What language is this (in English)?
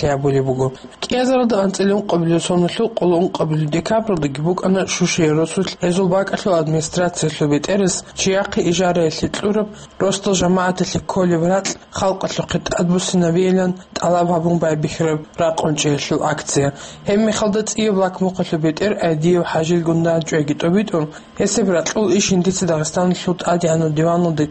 Avaric